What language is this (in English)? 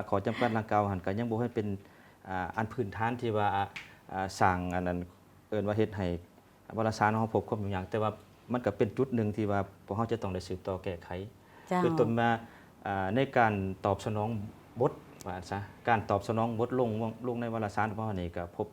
Lao